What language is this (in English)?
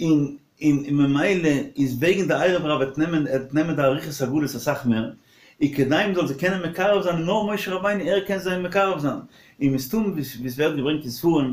Yiddish